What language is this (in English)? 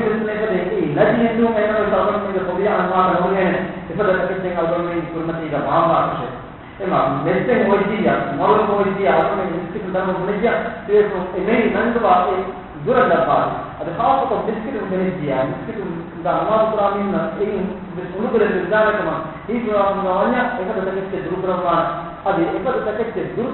Divehi